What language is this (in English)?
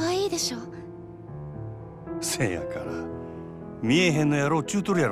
Japanese